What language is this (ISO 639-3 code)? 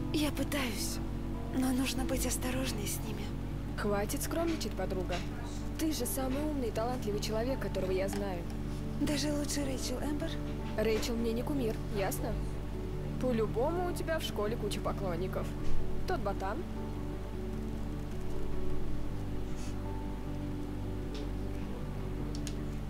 rus